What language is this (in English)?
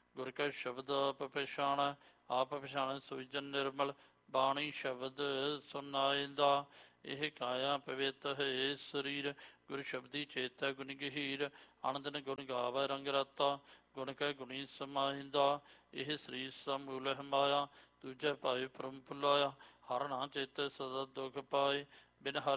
Punjabi